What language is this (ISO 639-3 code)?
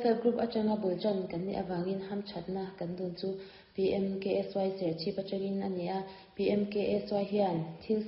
lus